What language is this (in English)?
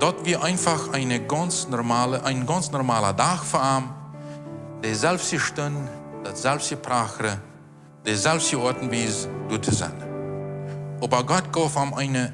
Plautdietsch